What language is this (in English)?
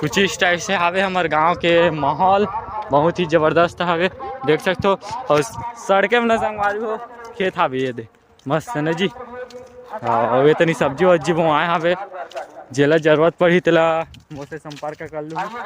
Chhattisgarhi